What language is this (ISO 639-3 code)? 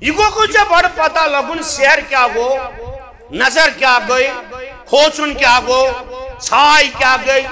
kas